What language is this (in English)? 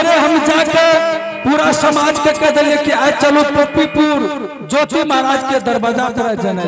Angika